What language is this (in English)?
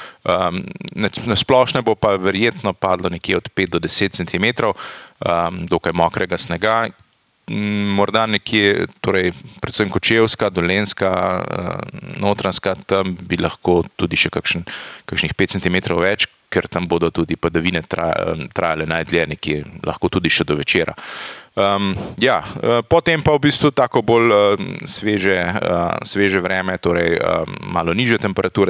Slovenian